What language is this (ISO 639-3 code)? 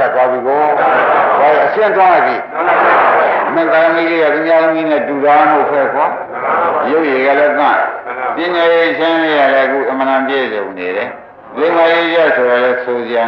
mya